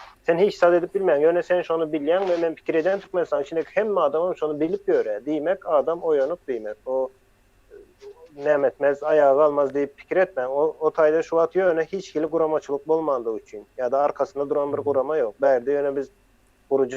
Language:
Turkmen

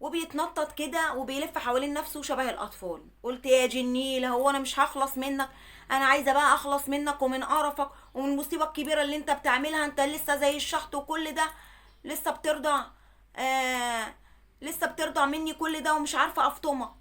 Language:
Egyptian Arabic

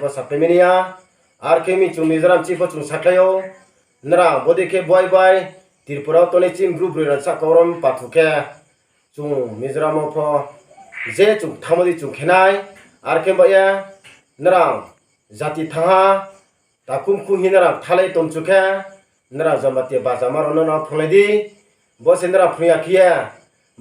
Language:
Riang (India)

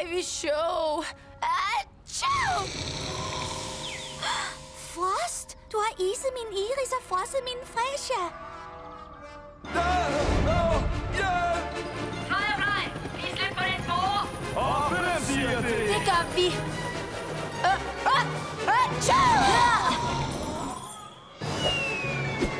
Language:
Danish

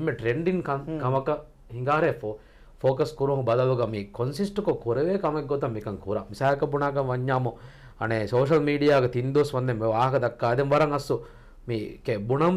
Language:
Divehi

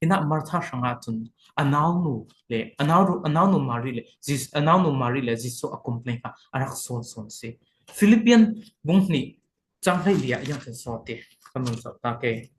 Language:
Falam Chin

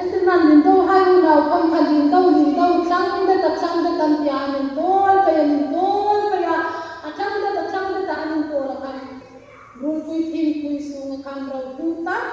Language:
Hmar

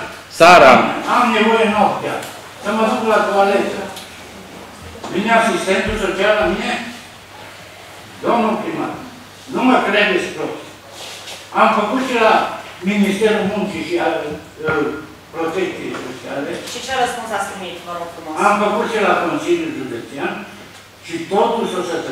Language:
Romanian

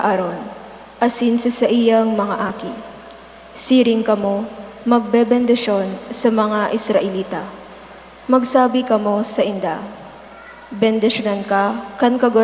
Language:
Bikol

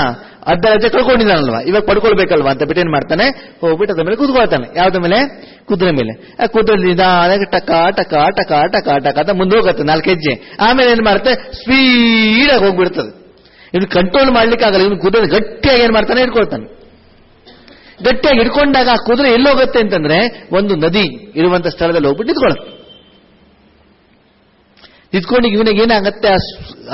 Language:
Kannada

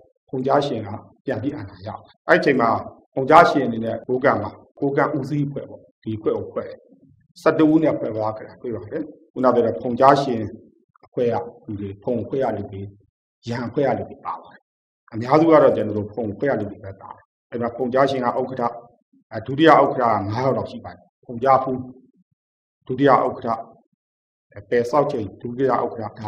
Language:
Burmese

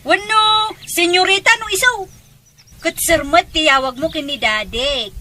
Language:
Iloko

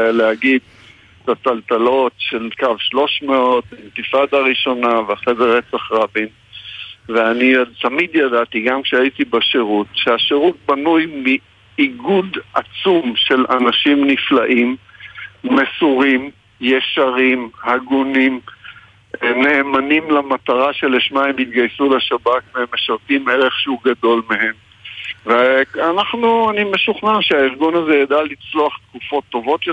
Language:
Hebrew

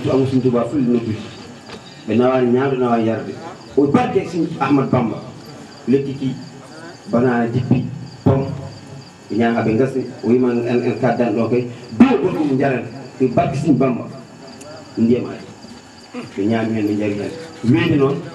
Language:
Fula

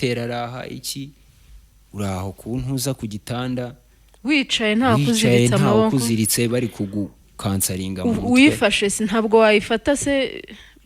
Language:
Kinyarwanda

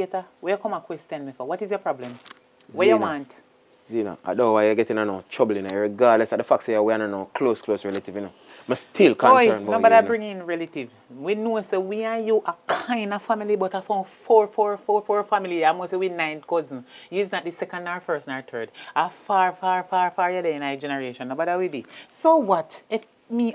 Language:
Jamaican Creole English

